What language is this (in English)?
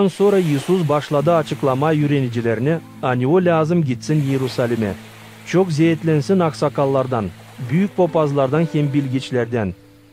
Gagauz